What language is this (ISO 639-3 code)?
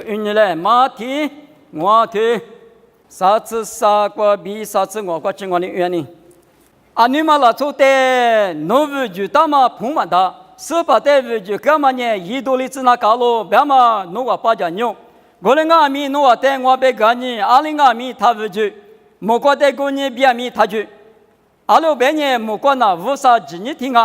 lis